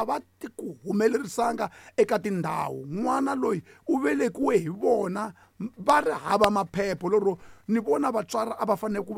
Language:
Tsonga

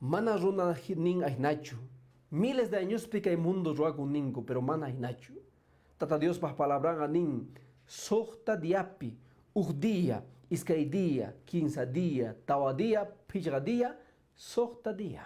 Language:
Quechua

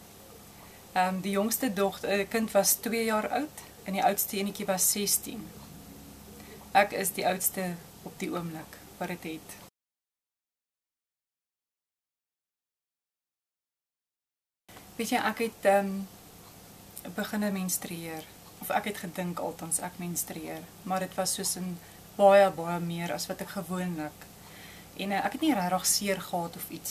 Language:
Afrikaans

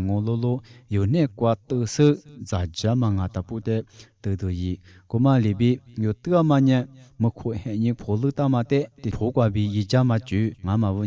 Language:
Lisu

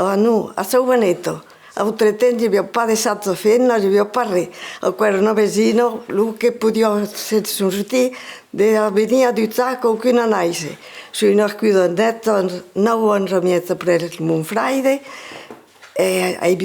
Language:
Occitan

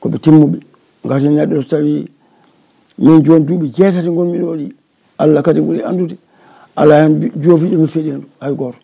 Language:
Fula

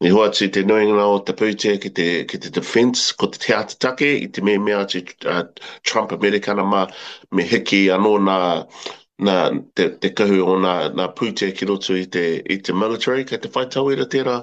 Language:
Māori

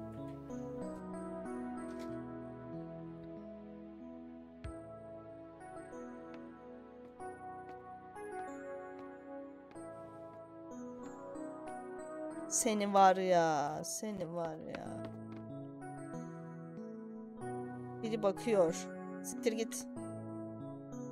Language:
Turkish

